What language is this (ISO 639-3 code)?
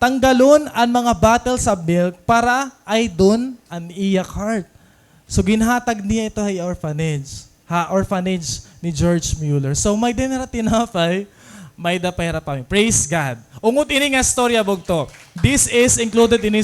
war